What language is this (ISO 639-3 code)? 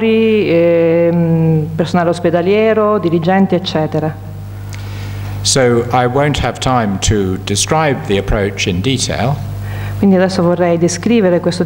ita